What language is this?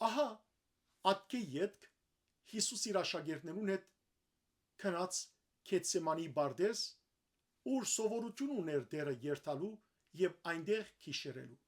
Western Armenian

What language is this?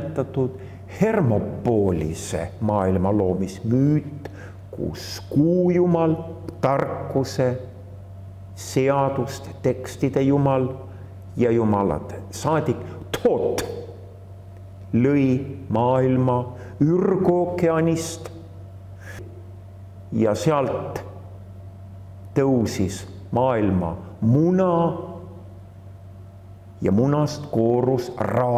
Estonian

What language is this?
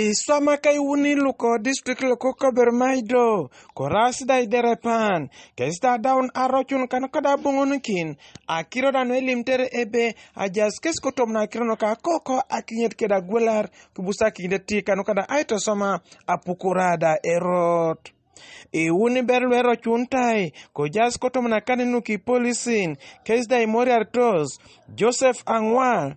Teso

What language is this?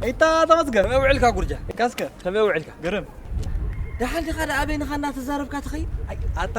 Tigrinya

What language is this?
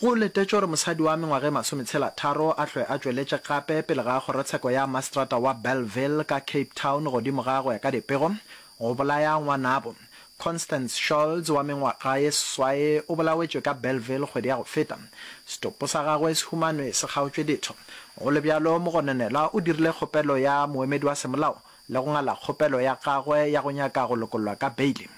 Northern Sotho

